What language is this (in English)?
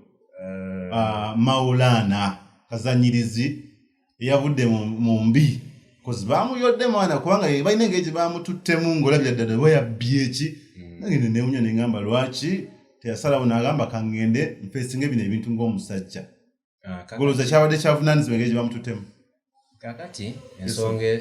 Ganda